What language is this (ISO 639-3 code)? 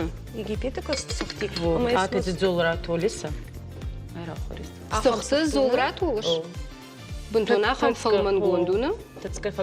oss